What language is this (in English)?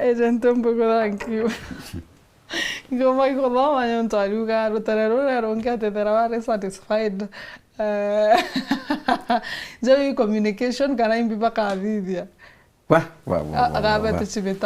Meru